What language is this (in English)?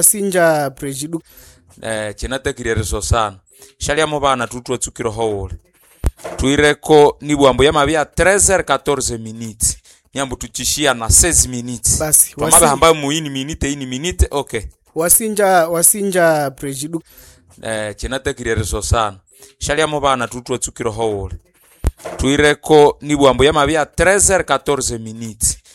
Nande